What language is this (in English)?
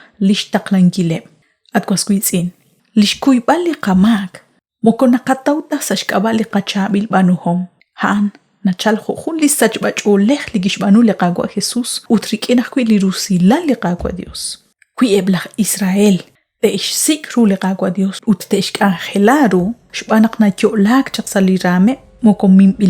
Kekchí